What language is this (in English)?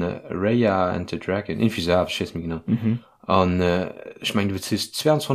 Luxembourgish